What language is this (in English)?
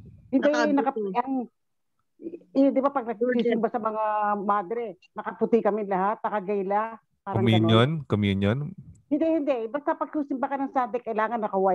Filipino